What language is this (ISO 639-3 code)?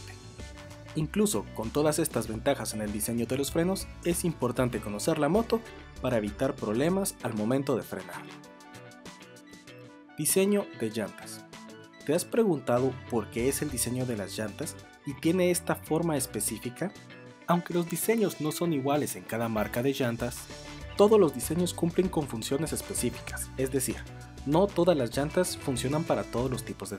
spa